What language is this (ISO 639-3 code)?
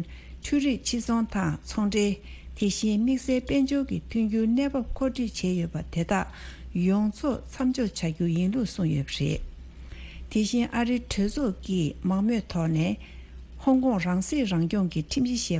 bod